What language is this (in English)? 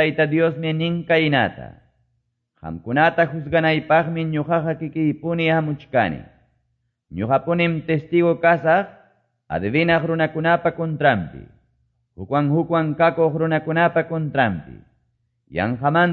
Quechua